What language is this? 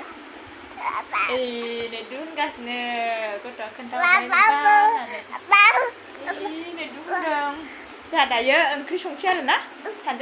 Bodo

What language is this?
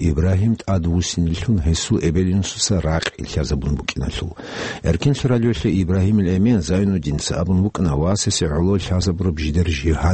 Avaric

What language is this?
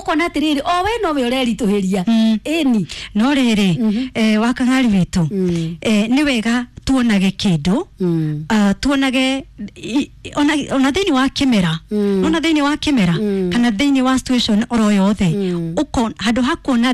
Kikuyu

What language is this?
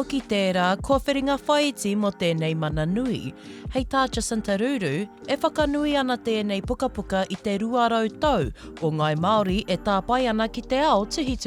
Māori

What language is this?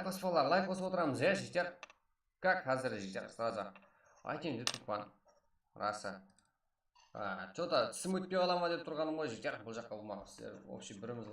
Kara-Kalpak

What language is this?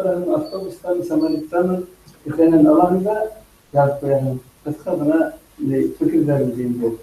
Bashkir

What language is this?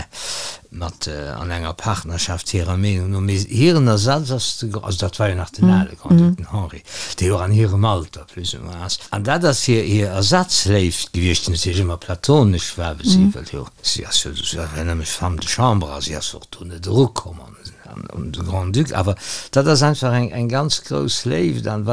Luxembourgish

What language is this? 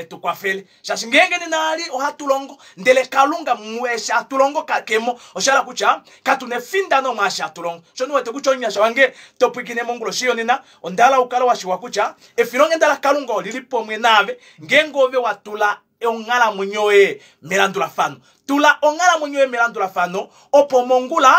Kuanyama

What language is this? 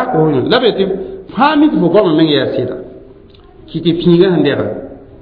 Mossi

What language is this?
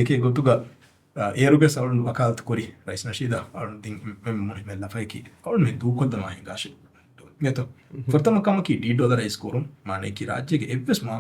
Divehi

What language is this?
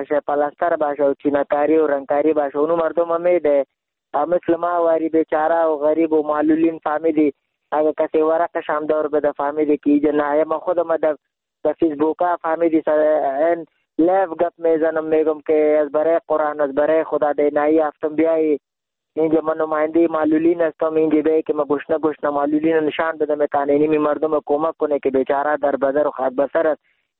Persian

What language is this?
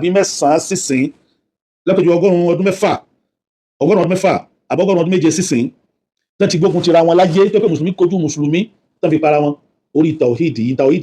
Yoruba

